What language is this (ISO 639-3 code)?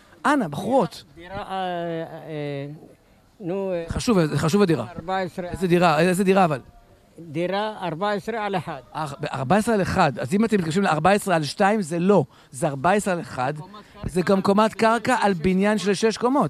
heb